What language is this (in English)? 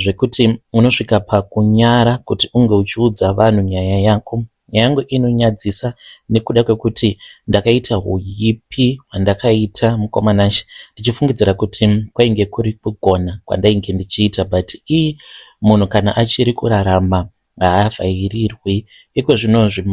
Shona